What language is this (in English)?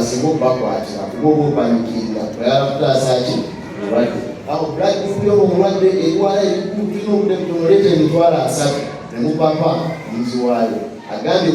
Ganda